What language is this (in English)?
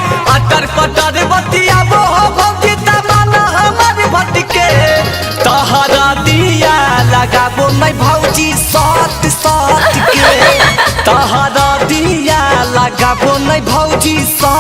Magahi